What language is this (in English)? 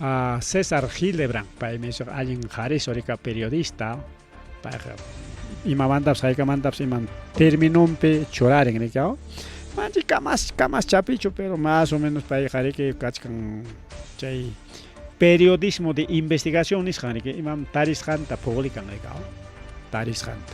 Ayacucho Quechua